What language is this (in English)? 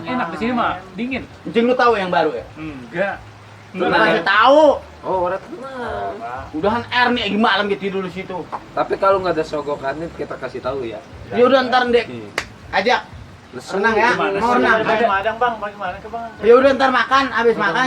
Betawi